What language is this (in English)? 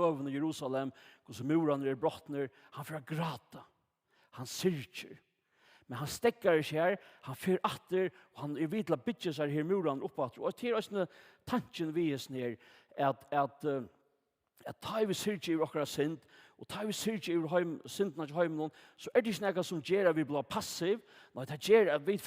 Faroese